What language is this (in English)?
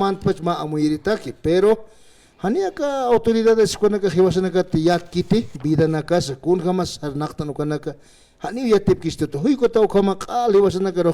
Aymara